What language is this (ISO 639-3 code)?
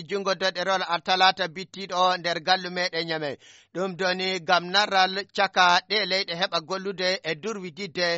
fuv